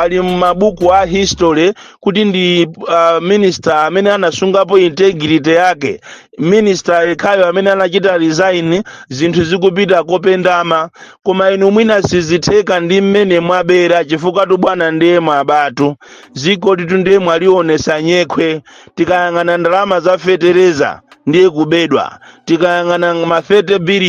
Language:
Nyanja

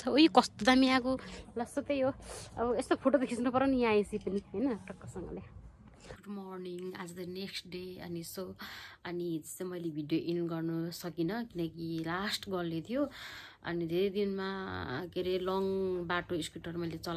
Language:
Nepali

